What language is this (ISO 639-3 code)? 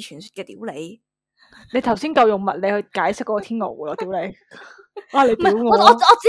yue